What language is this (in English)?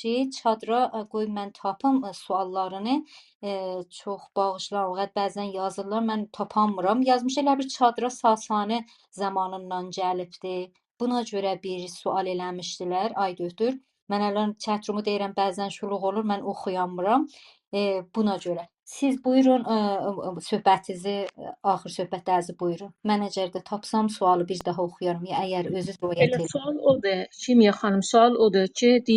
South Azerbaijani